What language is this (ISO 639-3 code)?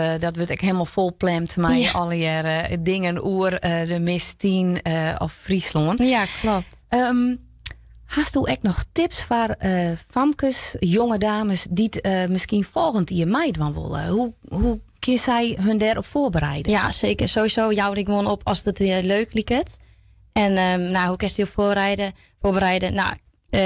fry